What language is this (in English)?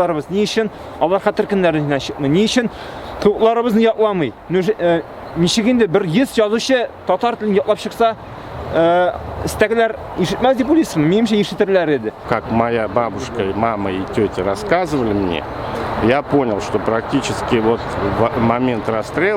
Tatar